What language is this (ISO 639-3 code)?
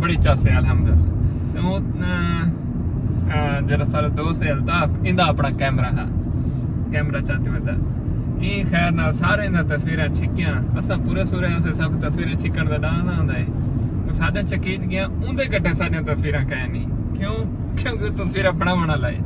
skr